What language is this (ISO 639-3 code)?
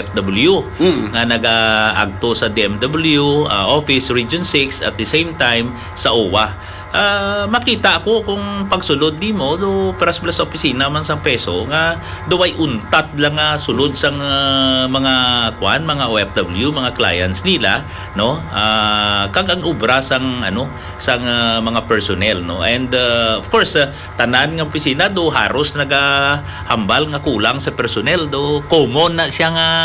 hil